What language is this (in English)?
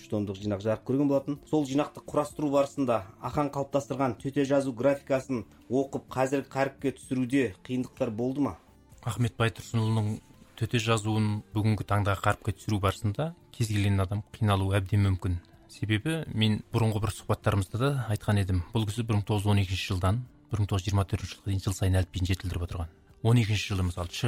Kazakh